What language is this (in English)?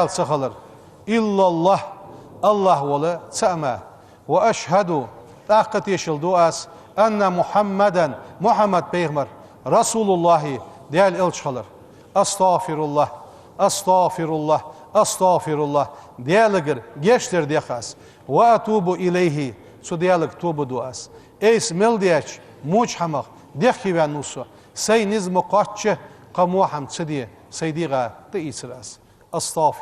Ingush